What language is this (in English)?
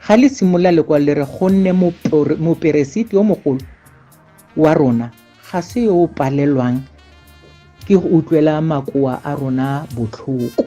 Tswana